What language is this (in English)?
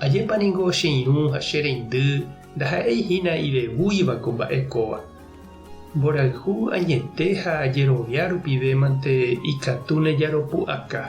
Guarani